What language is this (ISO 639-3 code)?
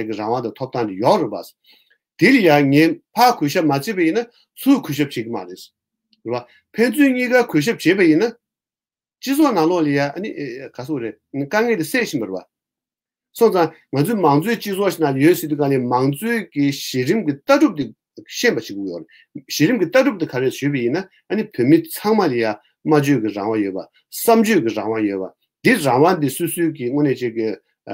bod